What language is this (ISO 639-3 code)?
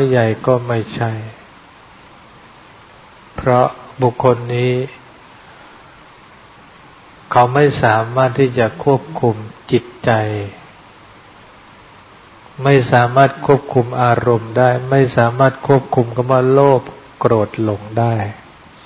tha